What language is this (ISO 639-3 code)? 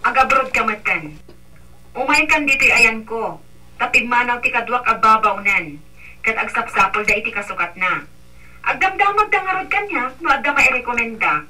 ilo